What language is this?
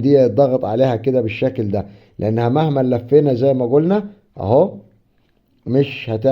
Egyptian Arabic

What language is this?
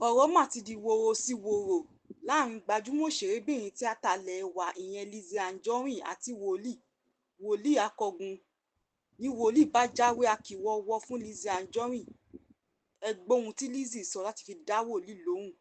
Yoruba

